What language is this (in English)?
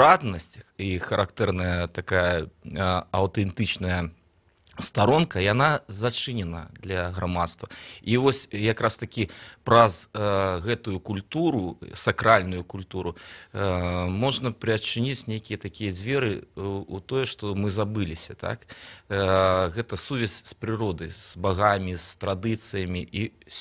Belarusian